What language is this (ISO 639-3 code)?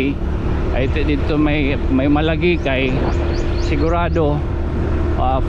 war